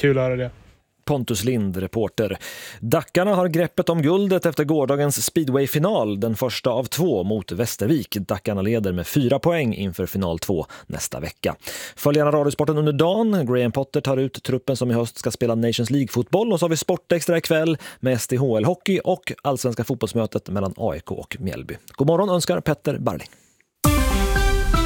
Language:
Swedish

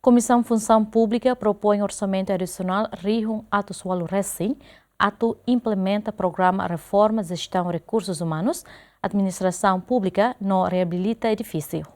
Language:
Tetum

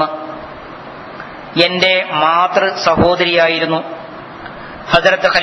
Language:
Malayalam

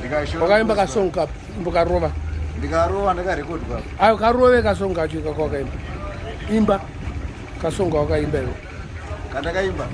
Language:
Shona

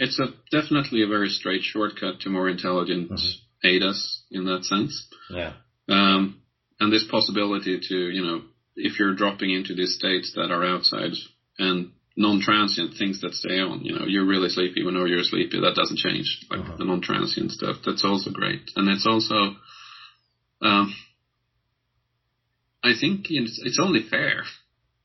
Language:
English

